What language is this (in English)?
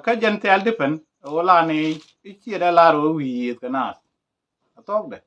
Nuer